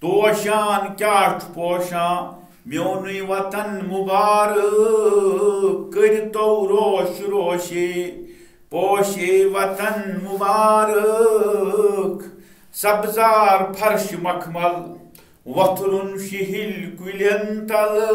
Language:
Kashmiri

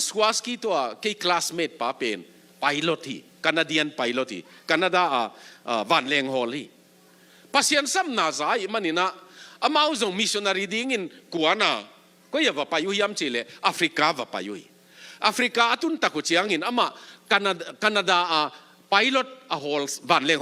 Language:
Tedim Chin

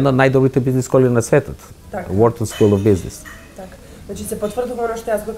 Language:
Macedonian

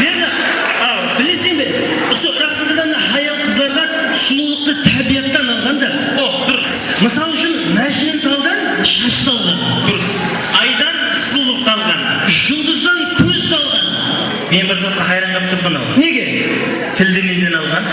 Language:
Kara-Kalpak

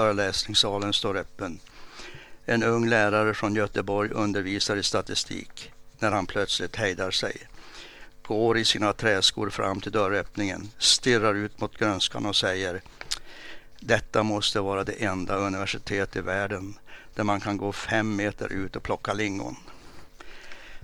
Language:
Swedish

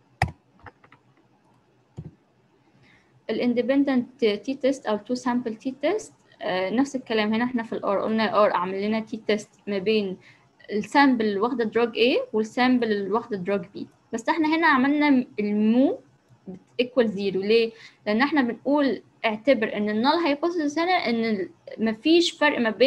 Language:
Egyptian Arabic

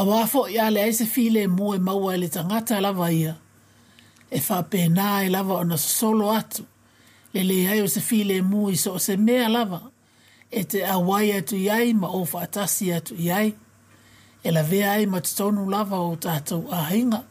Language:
Samoan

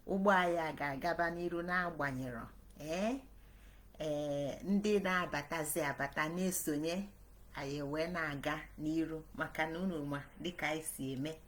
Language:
Igbo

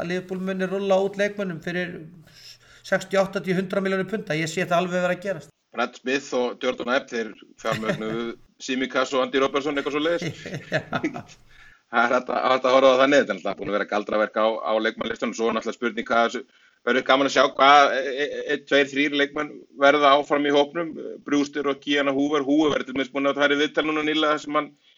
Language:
Icelandic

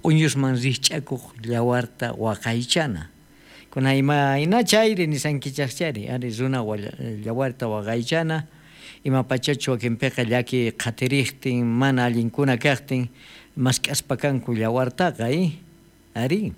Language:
South Bolivian Quechua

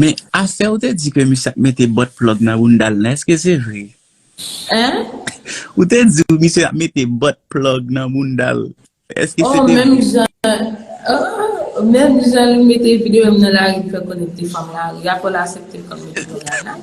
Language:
Haitian Creole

